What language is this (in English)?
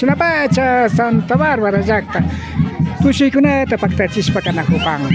Imbabura Highland Quichua